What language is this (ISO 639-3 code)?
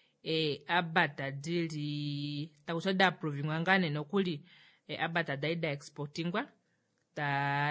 kua